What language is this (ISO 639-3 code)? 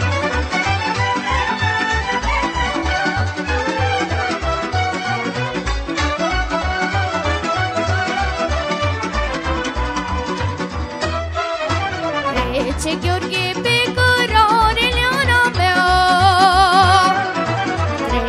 ron